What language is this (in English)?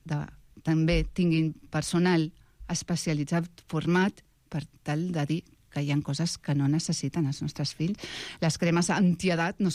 Catalan